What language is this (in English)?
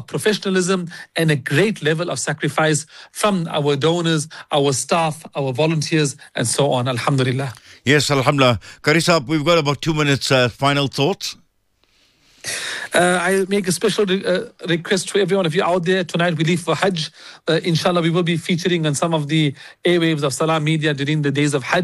English